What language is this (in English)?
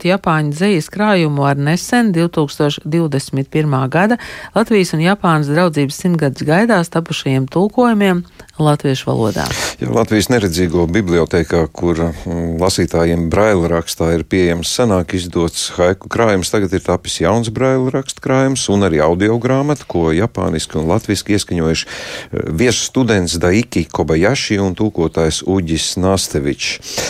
Latvian